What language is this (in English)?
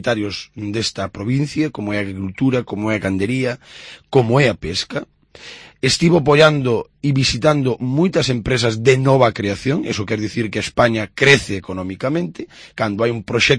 Galician